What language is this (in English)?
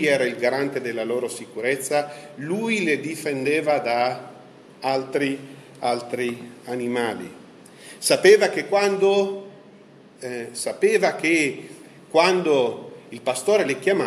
Italian